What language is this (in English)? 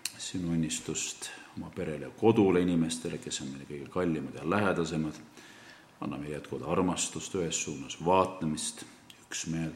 Estonian